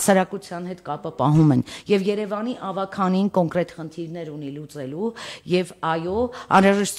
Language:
Armenian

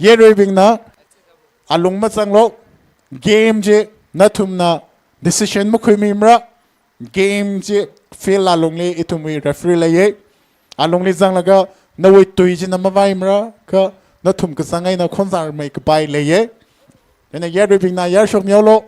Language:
Tangkhul Naga (India)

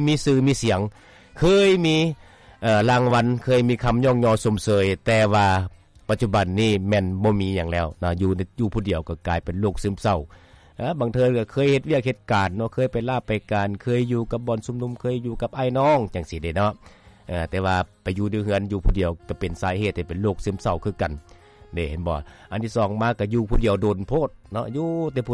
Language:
Lao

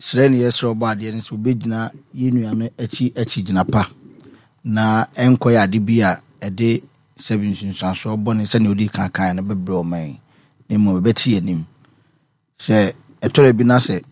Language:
Akan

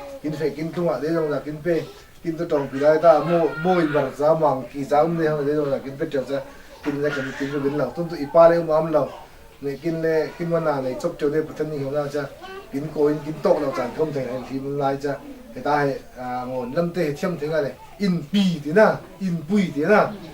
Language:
Falam Chin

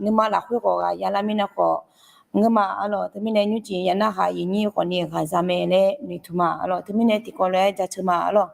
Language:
Akha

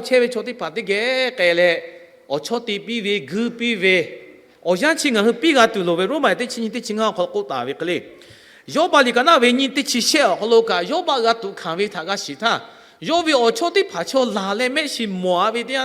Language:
Lahu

